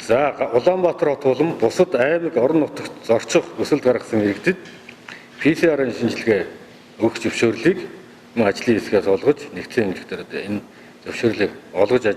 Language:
Mongolian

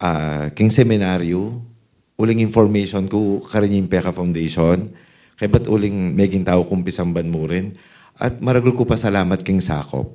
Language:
Pampanga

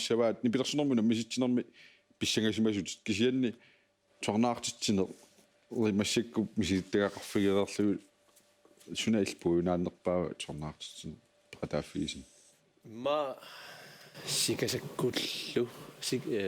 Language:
Kalaallisut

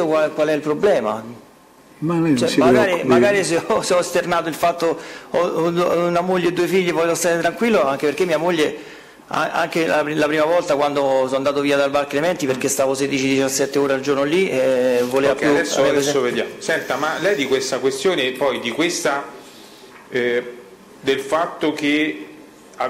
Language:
Italian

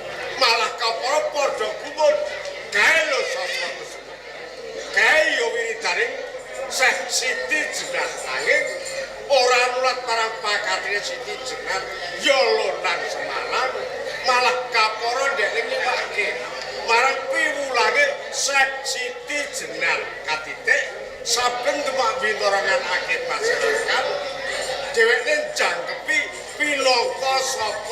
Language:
Javanese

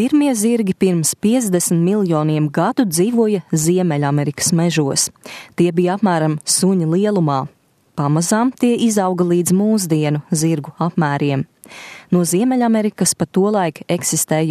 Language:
Latvian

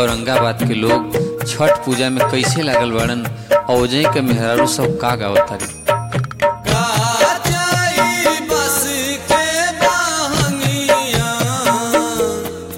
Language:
Bhojpuri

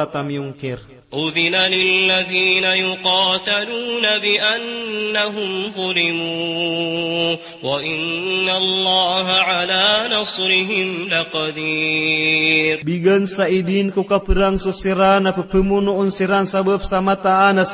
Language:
Maranao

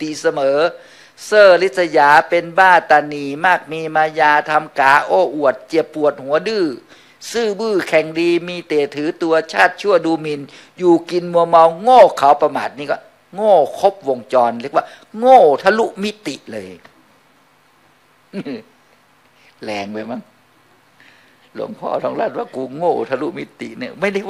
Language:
Thai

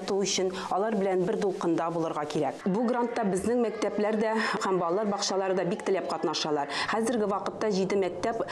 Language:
Tatar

